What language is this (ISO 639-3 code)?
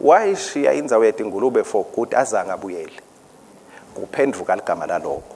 ssw